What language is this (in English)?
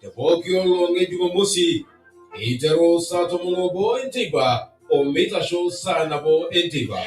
Masai